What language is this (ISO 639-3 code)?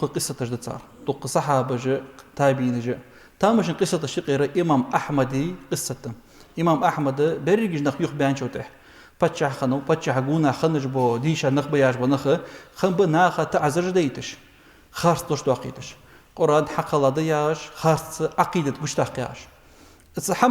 inh